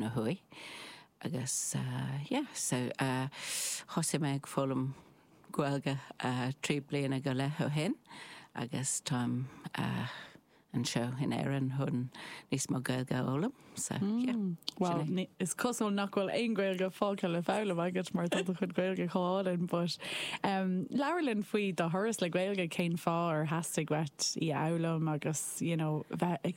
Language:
Irish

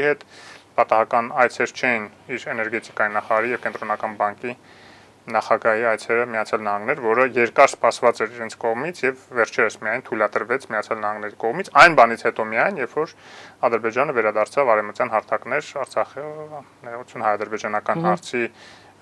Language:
Armenian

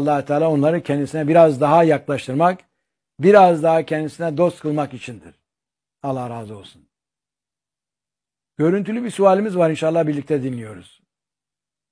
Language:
Turkish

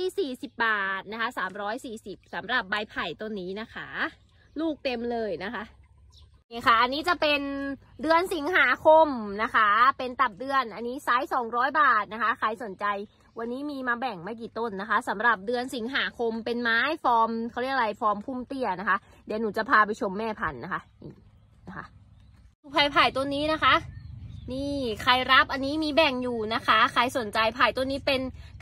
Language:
Thai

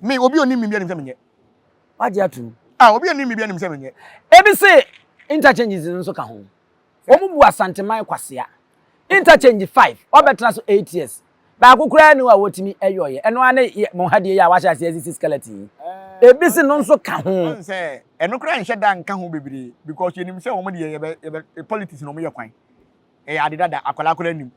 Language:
Akan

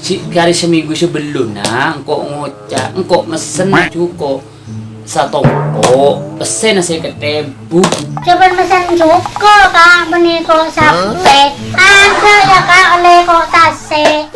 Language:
Madurese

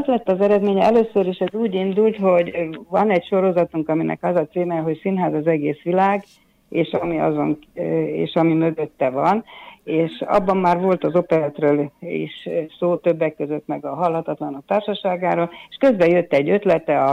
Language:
Hungarian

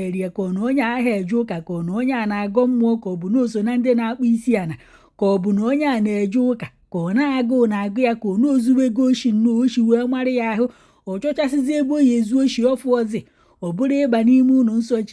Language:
Igbo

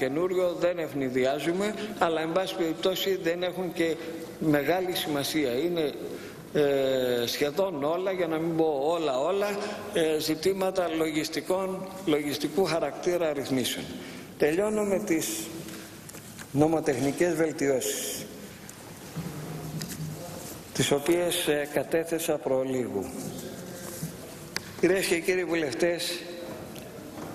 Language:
Greek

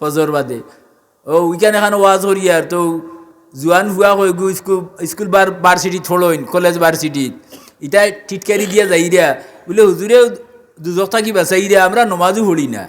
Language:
Sylheti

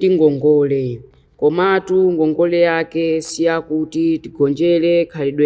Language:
Nyanja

